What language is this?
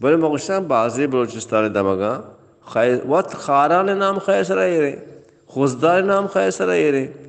Baluchi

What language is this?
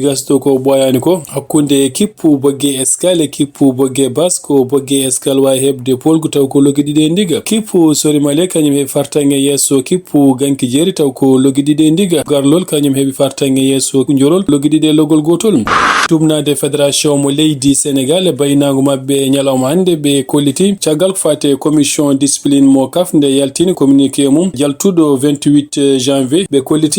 Fula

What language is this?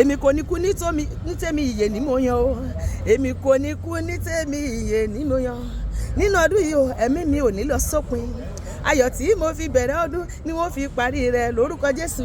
Yoruba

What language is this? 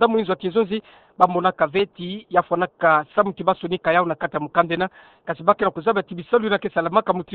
Kituba (Democratic Republic of Congo)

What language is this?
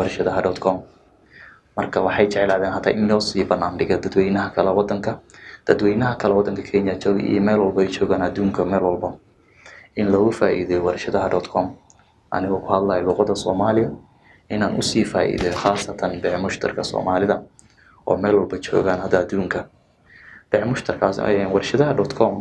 Somali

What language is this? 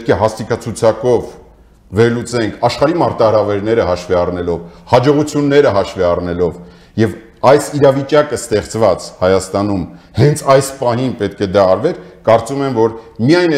Armenian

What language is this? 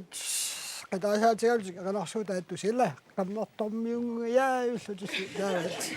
Kalaallisut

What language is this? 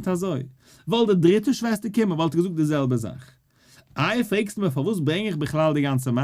Yiddish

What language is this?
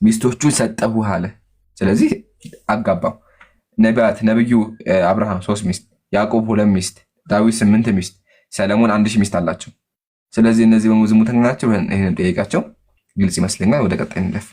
Amharic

